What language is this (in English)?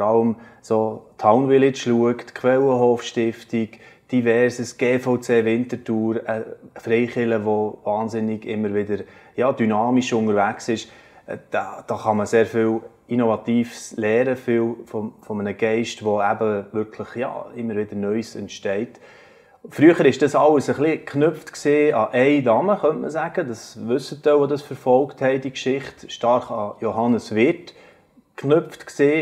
Swiss German